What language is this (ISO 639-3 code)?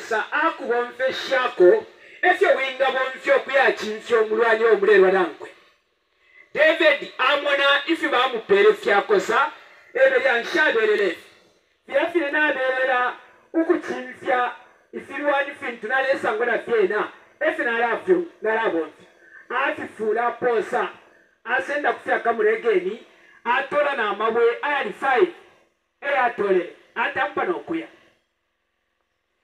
bem